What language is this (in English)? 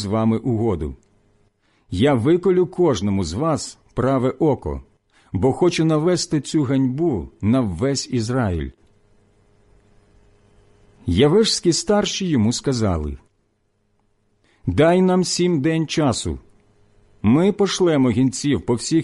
Ukrainian